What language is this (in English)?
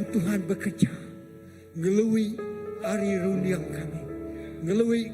Iban